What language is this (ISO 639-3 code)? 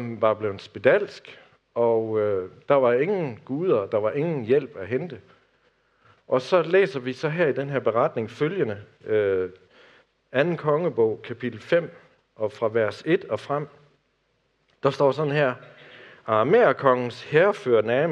dan